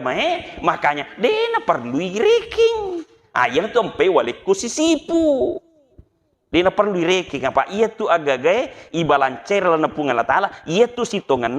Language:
Buginese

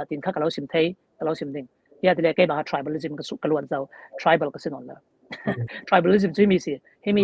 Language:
Falam Chin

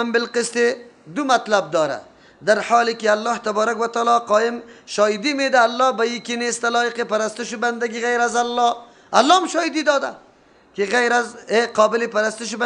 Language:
Persian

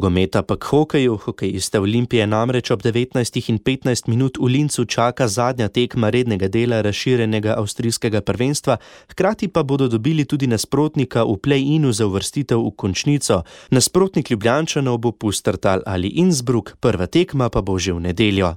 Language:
Slovenian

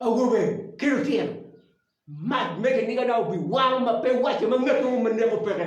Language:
Acoli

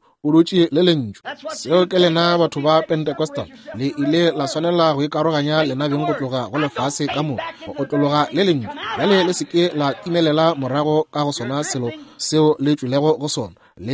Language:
Northern Sotho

